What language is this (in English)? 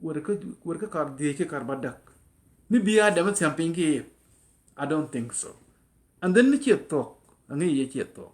Nuer